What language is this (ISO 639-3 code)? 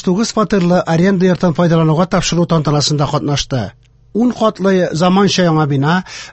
tat